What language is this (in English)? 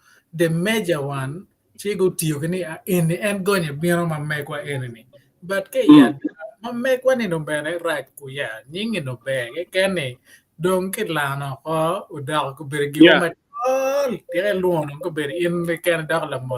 Acoli